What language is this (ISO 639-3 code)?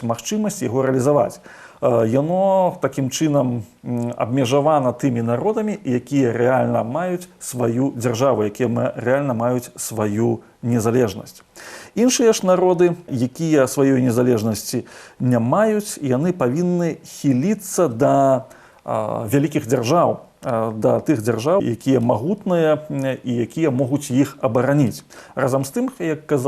bel